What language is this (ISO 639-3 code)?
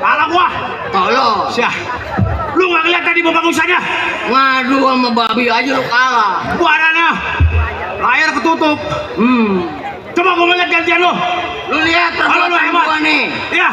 bew